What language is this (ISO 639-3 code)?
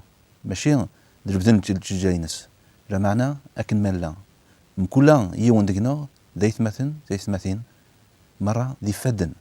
kab